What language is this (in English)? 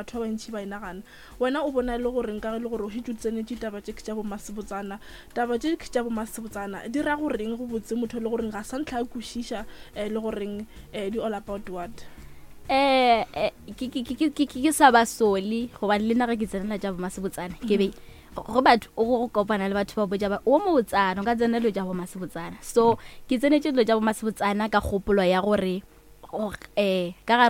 Northern Sotho